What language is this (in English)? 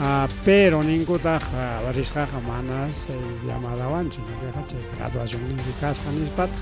Ayacucho Quechua